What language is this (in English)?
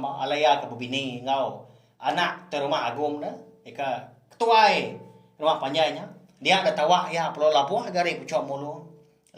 Iban